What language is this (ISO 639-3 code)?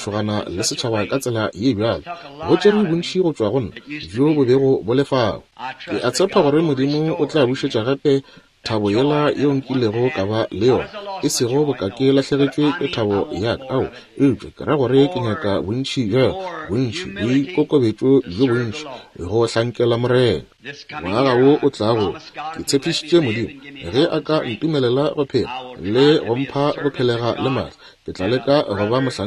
nso